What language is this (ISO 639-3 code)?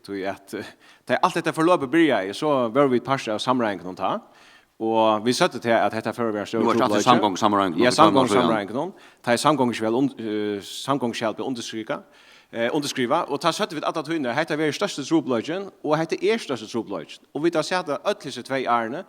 fao